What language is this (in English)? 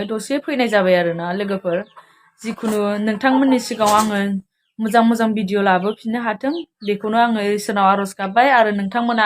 Bodo